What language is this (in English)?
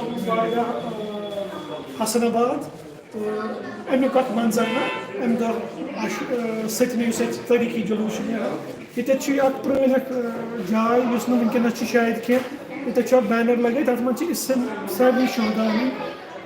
Kashmiri